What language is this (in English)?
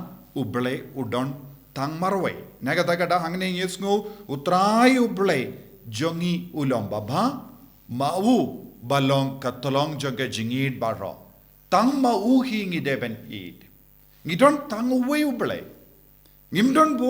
Khasi